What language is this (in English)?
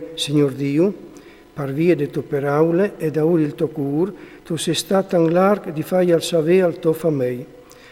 Friulian